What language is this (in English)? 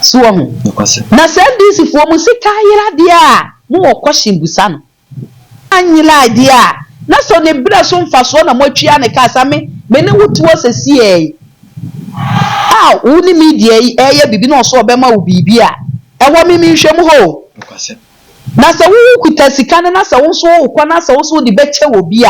Akan